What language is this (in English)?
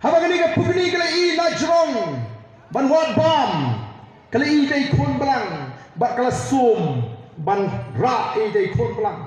Khasi